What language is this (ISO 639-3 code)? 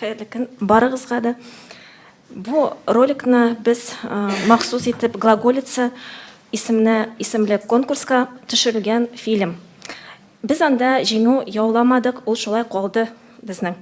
tat